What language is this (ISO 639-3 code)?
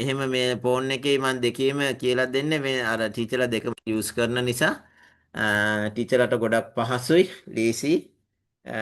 sin